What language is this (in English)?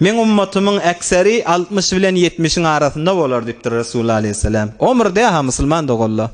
Turkmen